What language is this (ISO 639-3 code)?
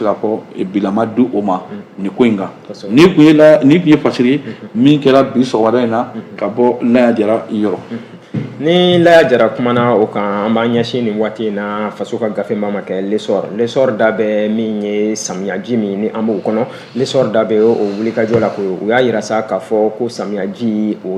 bam